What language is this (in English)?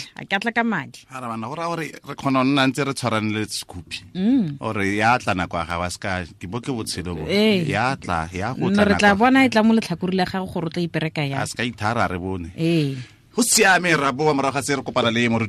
Tswana